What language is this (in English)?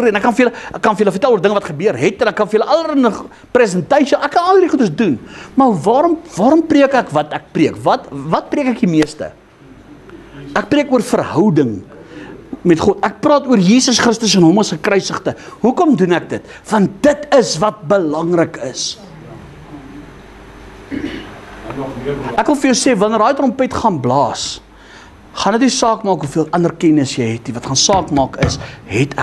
Afrikaans